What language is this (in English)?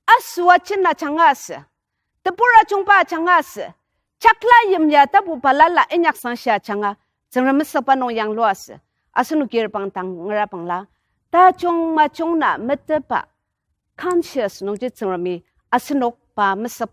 Ao Naga